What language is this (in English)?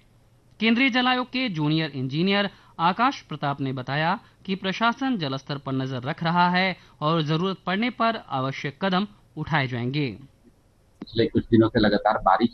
Hindi